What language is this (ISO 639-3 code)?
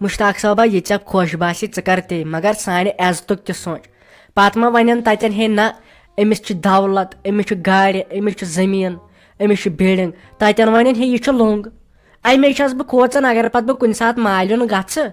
kas